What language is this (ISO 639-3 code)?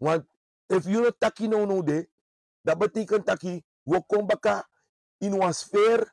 srn